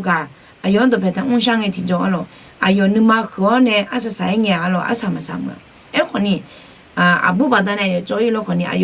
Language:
Akha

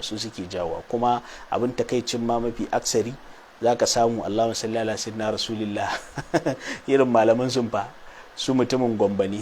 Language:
Hausa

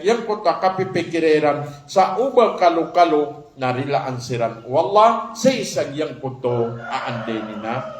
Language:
Maranao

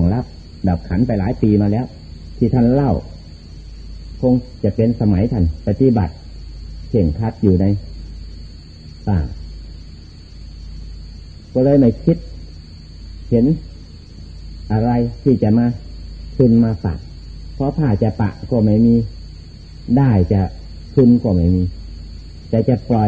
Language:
Thai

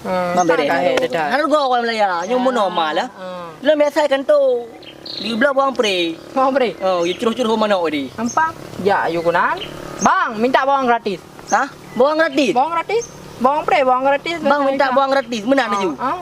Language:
Achinese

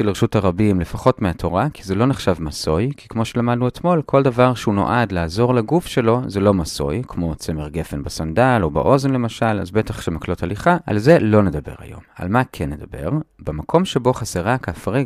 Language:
Hebrew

